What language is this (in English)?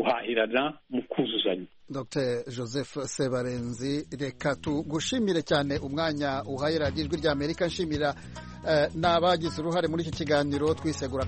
Kinyarwanda